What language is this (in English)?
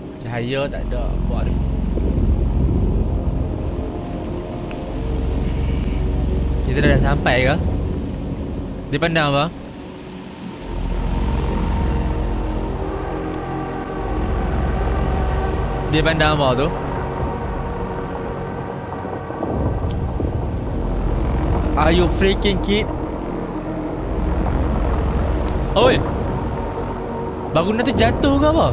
Malay